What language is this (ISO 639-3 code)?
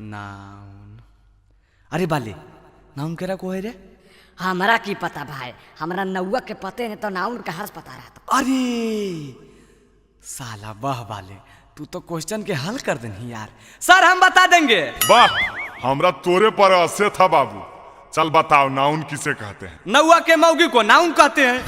mag